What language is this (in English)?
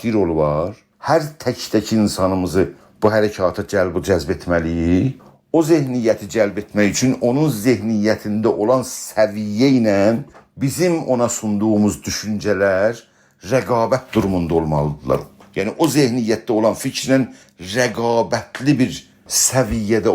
South Azerbaijani